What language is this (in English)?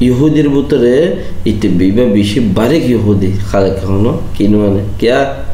Rohingya